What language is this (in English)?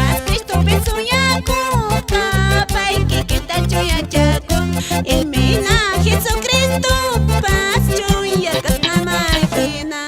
Quechua